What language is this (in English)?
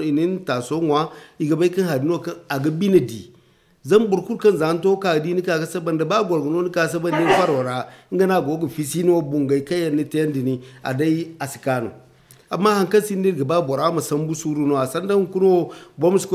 Zarma